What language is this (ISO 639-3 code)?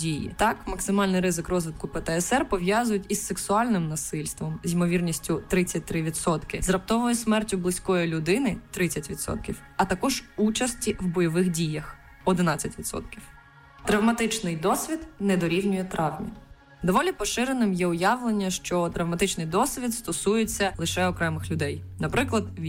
ukr